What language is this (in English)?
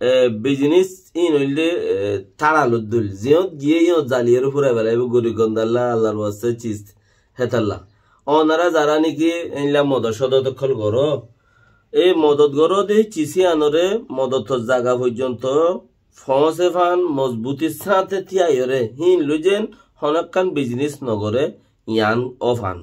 Rohingya